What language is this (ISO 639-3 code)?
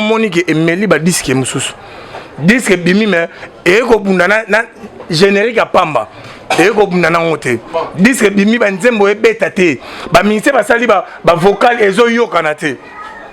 lin